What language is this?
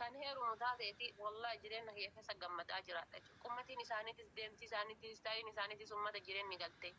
Oromo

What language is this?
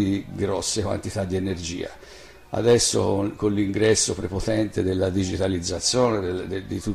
Italian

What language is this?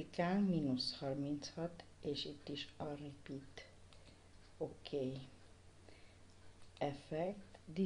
Hungarian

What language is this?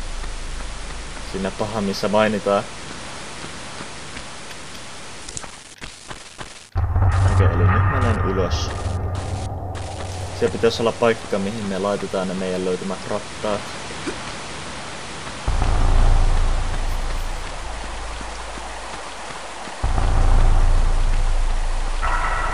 Finnish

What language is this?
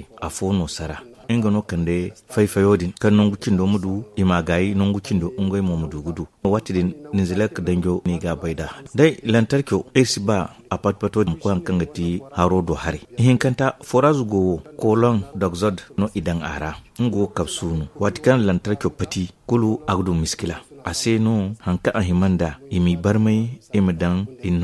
Zarma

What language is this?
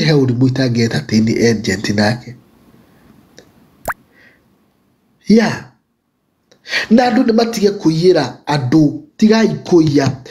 Kikuyu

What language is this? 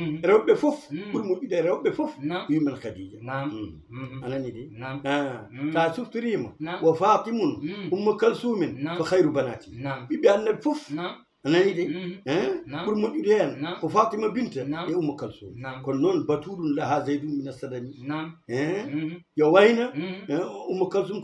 Fula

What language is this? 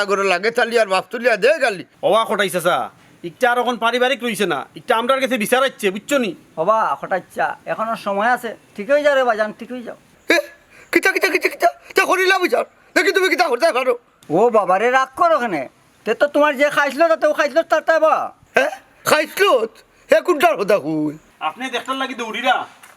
Sylheti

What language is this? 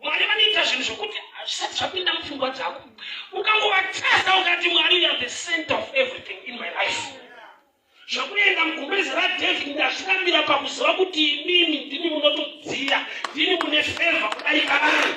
Shona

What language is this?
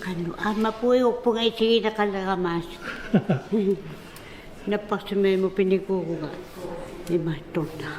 Kalaallisut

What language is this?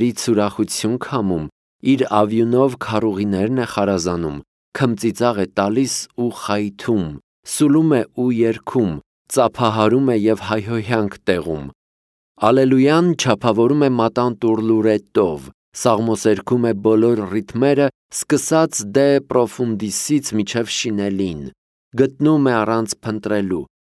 Armenian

